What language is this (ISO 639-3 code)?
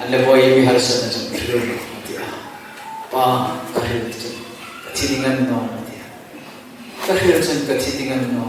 hmr